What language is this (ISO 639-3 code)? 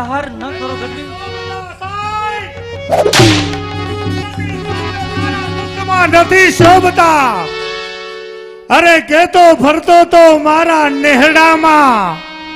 guj